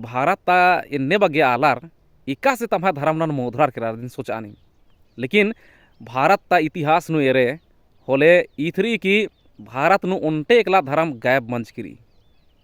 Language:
Kurukh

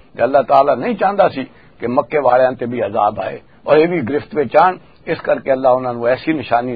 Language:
Western Panjabi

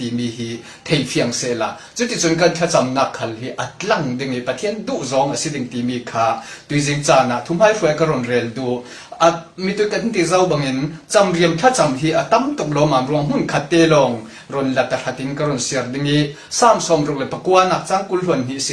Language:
Falam Chin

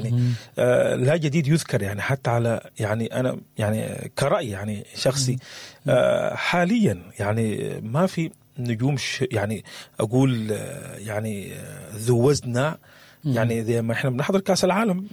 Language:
Sudanese Arabic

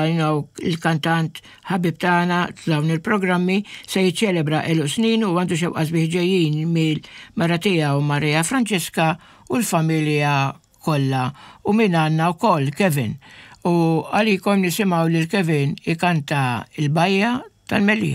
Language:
Maltese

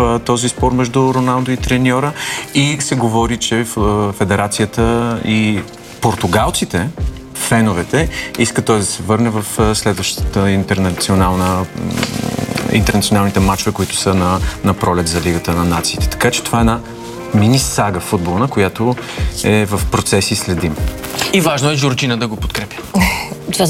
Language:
Bulgarian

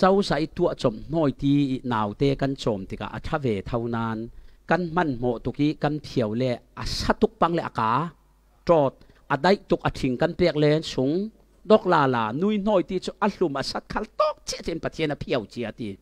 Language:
Falam Chin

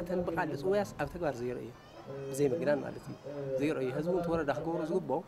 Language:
Tigrinya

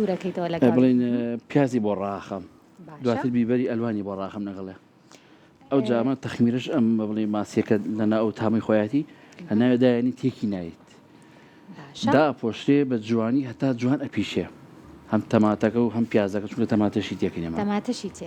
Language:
Central Kurdish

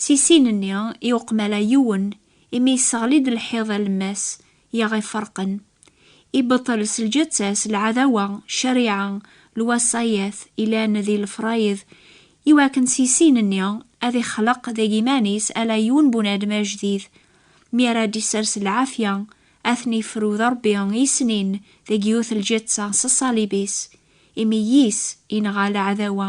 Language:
Kabyle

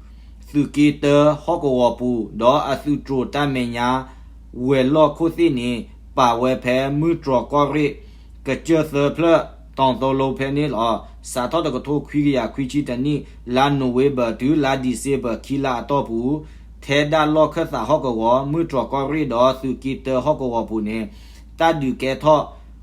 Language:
S'gaw Karen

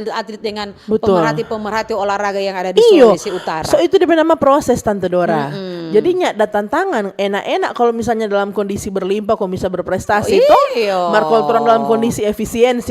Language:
Manado Malay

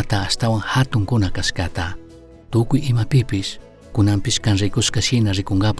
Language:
Chimborazo Highland Quichua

